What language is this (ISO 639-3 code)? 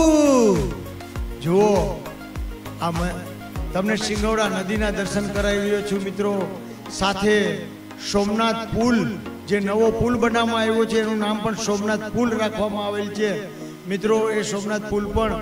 guj